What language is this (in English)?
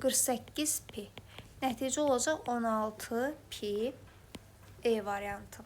Azerbaijani